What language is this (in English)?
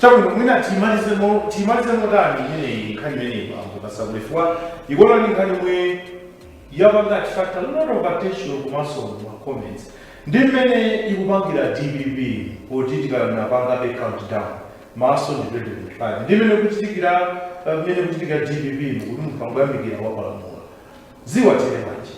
Nyanja